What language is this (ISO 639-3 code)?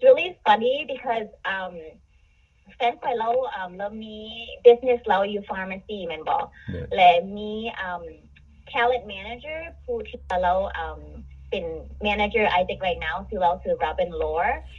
tha